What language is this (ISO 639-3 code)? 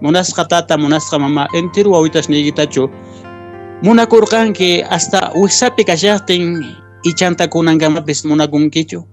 que